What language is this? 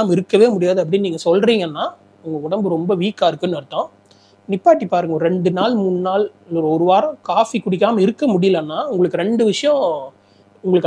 Tamil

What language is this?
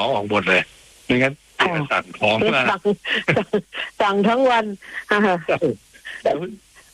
Thai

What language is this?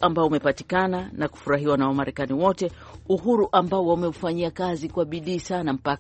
Swahili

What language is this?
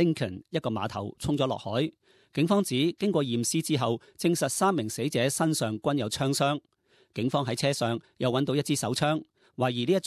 Cantonese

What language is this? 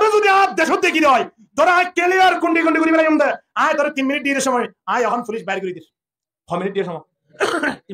Rohingya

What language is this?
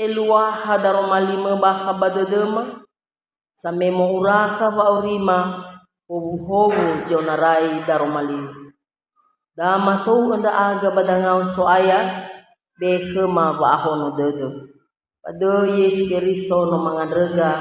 Nias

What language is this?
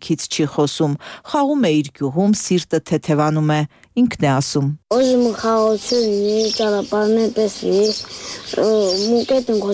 Armenian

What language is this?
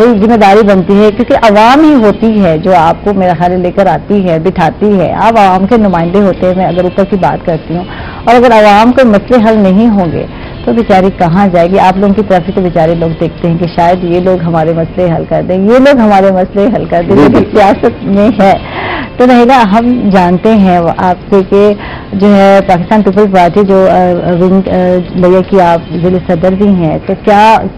Urdu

